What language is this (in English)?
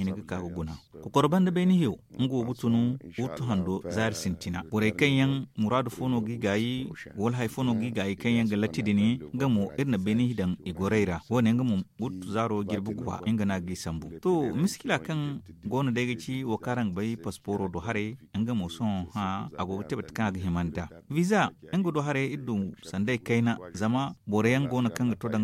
Zarma